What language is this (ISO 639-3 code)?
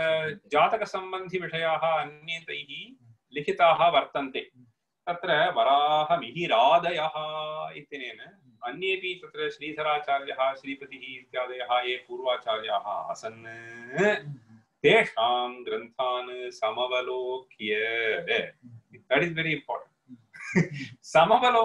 san